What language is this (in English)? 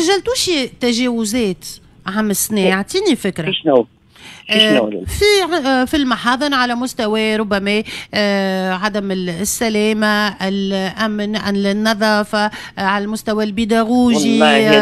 Tunisian Arabic